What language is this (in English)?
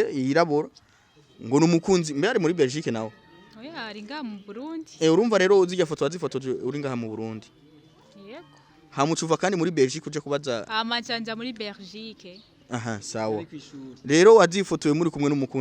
Rundi